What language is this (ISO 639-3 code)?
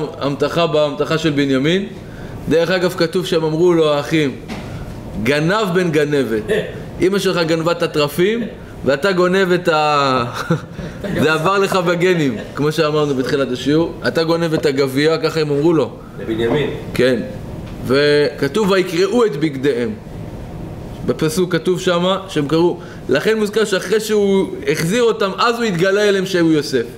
heb